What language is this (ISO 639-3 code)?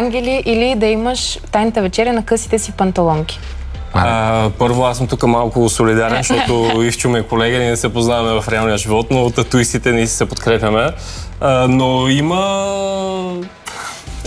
bul